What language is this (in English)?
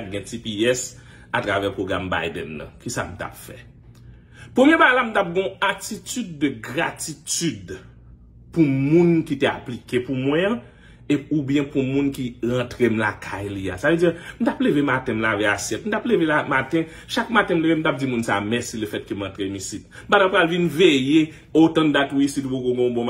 Haitian Creole